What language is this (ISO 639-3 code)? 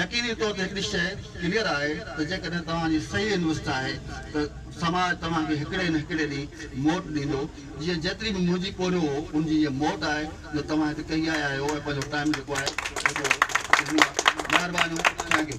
snd